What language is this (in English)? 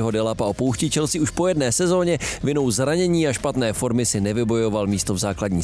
Czech